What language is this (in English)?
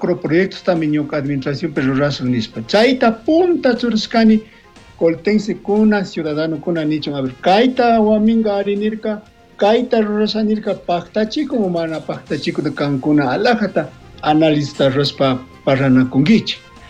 Chimborazo Highland Quichua